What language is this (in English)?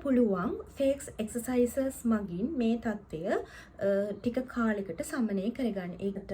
Sinhala